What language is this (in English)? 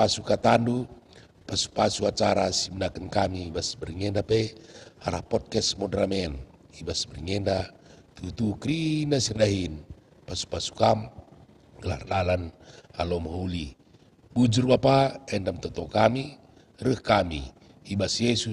Batak Karo